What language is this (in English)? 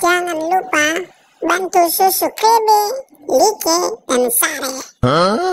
Nias